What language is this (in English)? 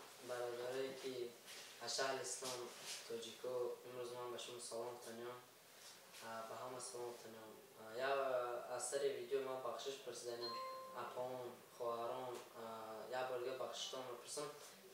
Tajik